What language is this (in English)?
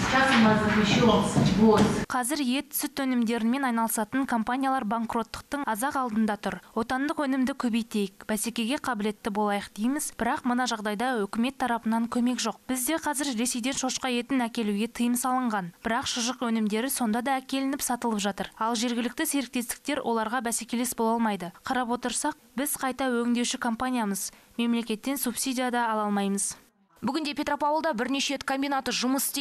Kazakh